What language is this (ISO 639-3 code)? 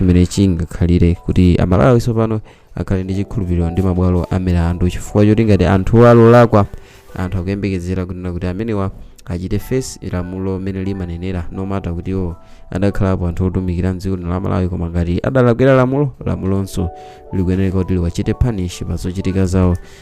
nya